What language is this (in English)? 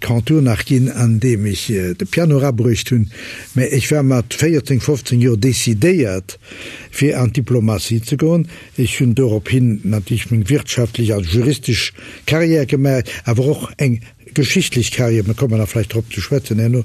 Luxembourgish